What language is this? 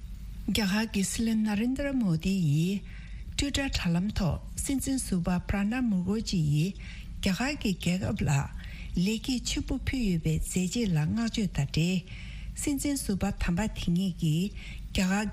Tibetan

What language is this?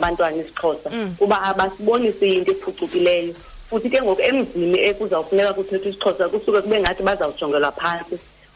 Xhosa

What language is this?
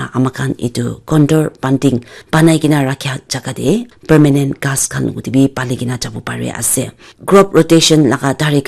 Naga Pidgin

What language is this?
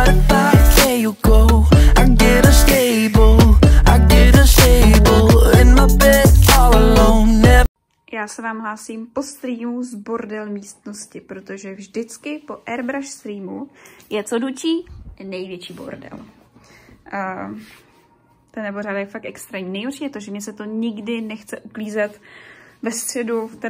Czech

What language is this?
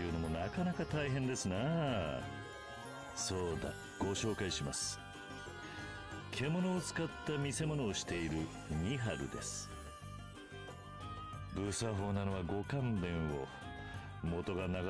Japanese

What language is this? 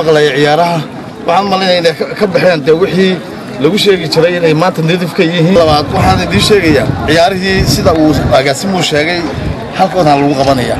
Somali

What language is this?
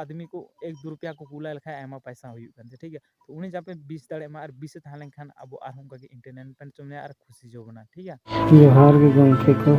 Santali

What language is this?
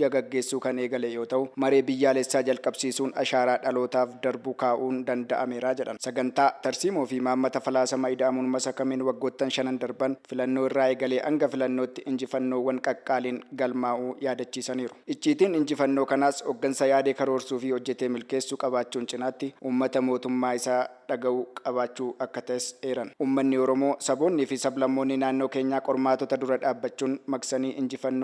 Oromo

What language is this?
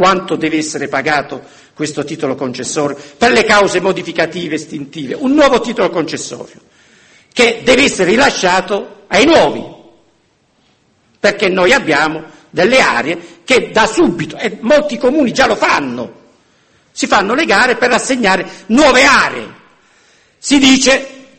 Italian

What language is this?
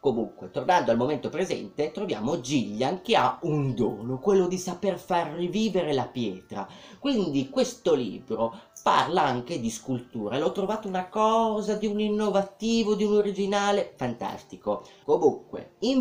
Italian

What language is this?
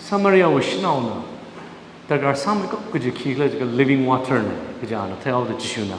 Tangkhul Naga (India)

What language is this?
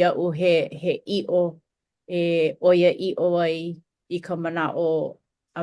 Hawaiian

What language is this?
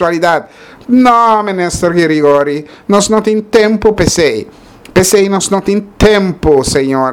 Papiamento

